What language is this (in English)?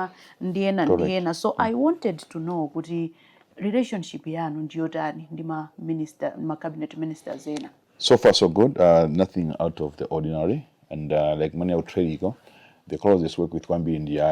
Nyanja